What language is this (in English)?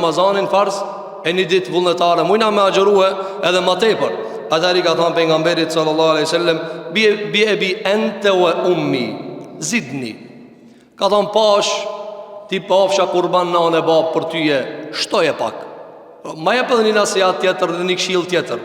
Albanian